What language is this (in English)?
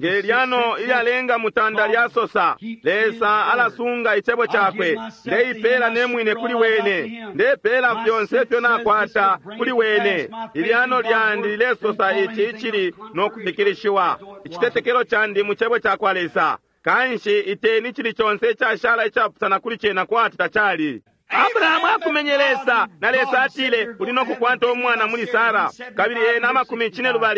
Bemba